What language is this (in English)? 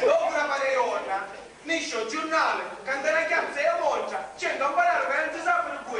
Sicilian